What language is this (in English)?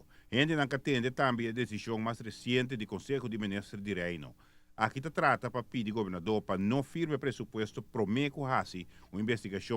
Papiamento